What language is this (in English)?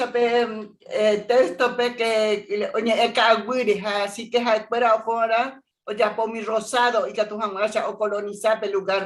Guarani